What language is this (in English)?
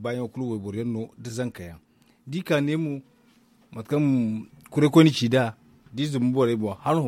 Zarma